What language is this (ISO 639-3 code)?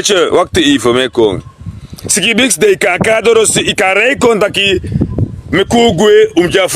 srn